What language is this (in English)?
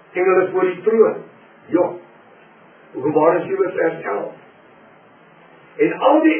Afrikaans